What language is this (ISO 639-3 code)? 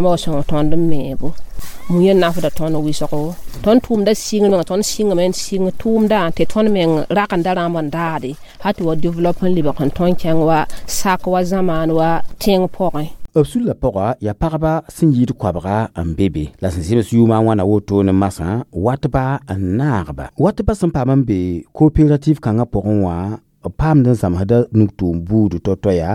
mos